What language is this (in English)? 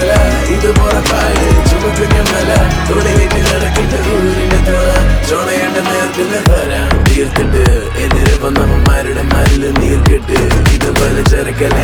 Malayalam